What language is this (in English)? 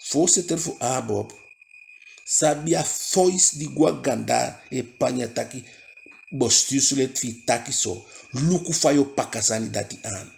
Eastern Maroon Creole